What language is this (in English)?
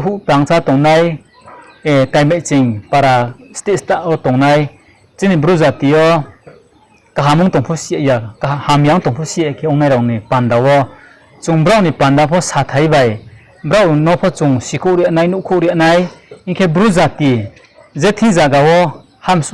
Riang (India)